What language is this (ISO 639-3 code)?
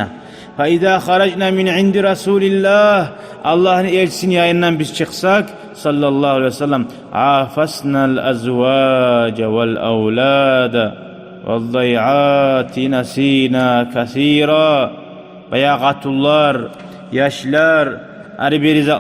kum